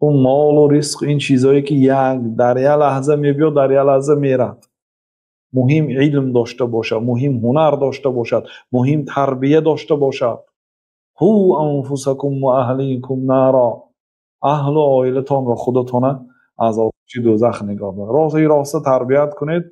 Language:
Tajik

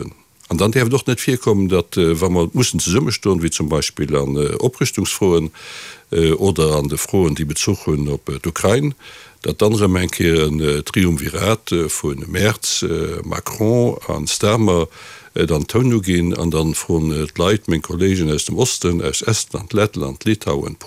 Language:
Luxembourgish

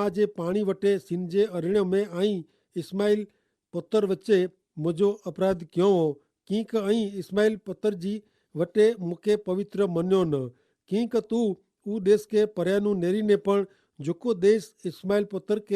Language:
Kachhi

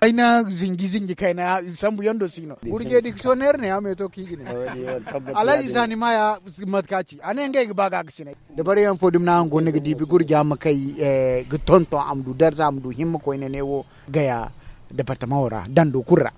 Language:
Zarma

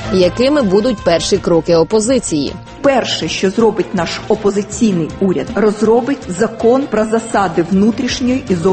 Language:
Ukrainian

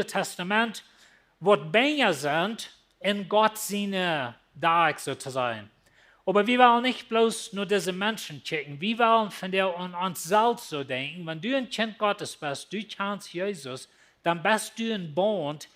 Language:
Plautdietsch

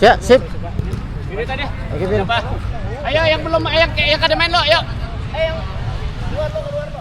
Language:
Banjar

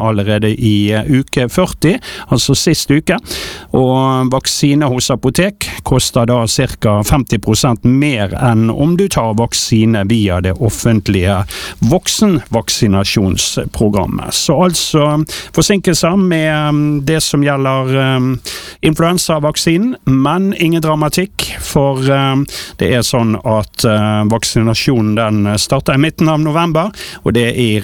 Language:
Norwegian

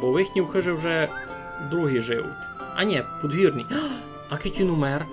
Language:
Rusyn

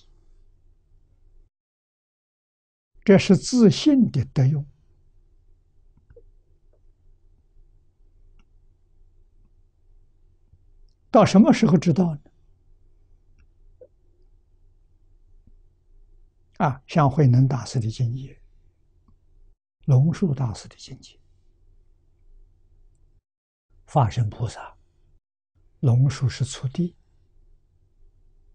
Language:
Chinese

